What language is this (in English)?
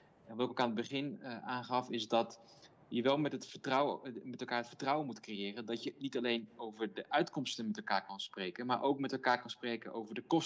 Dutch